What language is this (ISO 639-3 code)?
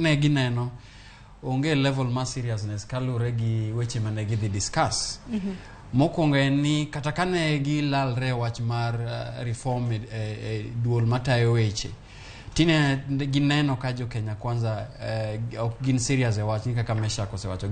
luo